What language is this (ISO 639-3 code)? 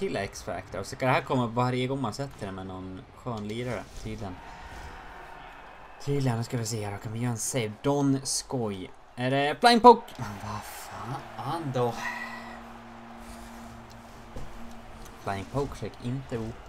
swe